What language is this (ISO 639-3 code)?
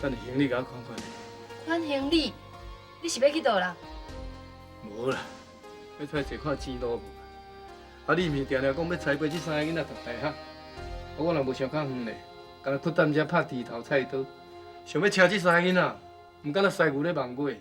nan